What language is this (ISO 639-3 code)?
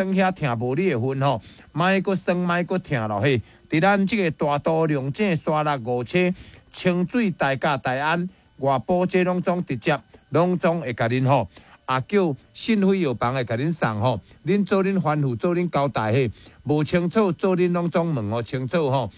nan